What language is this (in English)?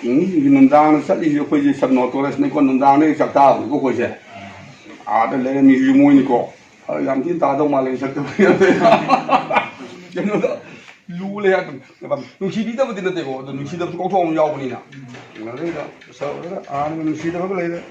Manipuri